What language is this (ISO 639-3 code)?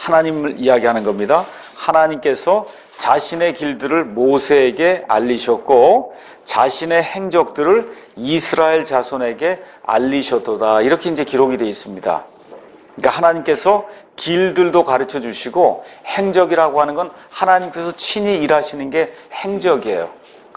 kor